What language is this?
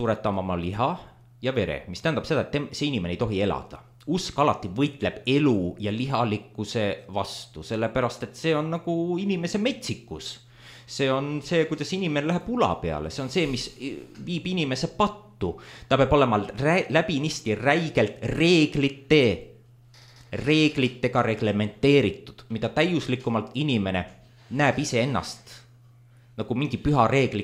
Estonian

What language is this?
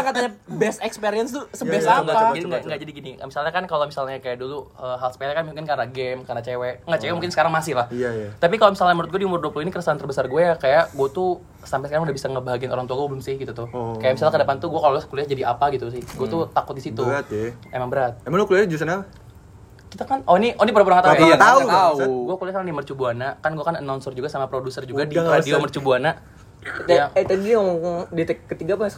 Indonesian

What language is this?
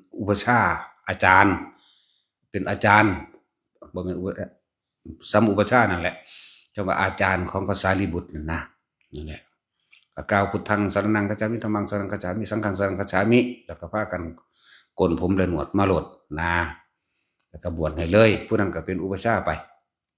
Northeastern Thai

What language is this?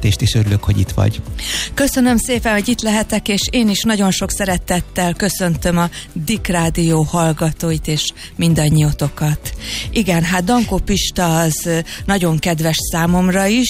Hungarian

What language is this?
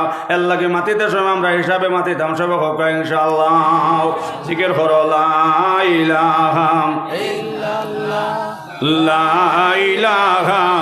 Sylheti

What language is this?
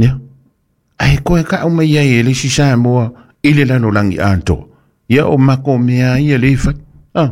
Samoan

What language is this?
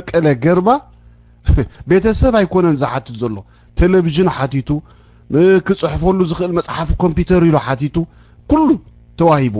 Tigrinya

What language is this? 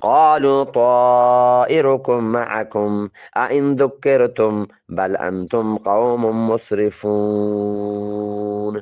Eastern Balochi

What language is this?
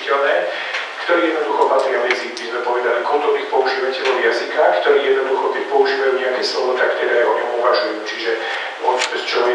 Slovak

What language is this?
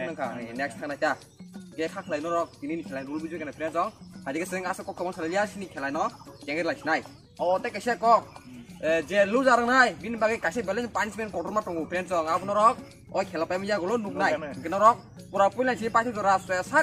Kok Borok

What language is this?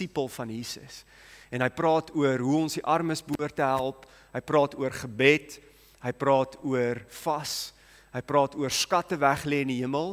Afrikaans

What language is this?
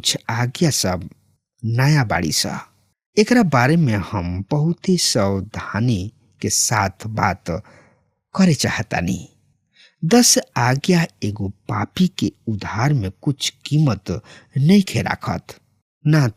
Bhojpuri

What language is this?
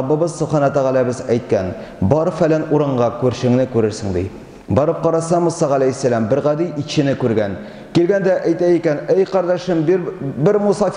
Tatar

